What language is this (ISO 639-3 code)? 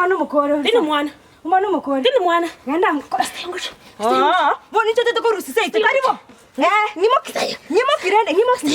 guz